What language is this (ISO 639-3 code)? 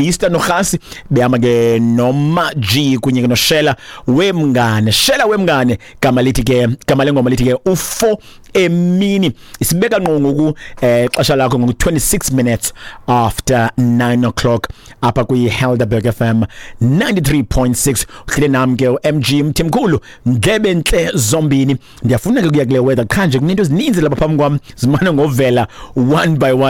xho